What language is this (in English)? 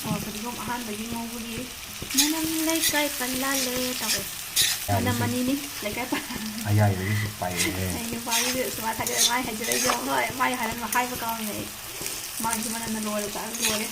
Manipuri